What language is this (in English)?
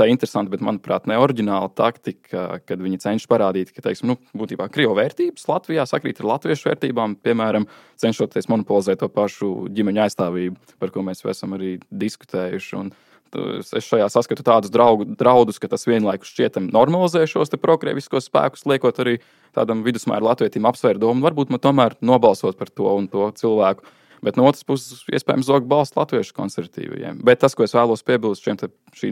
Latvian